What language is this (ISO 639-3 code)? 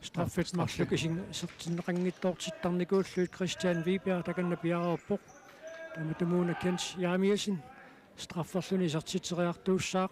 kal